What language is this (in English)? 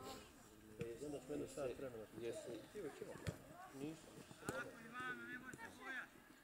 Croatian